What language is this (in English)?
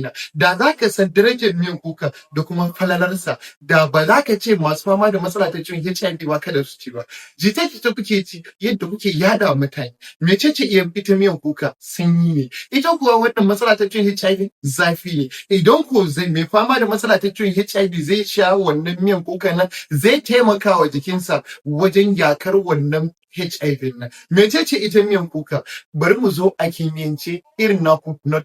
Hausa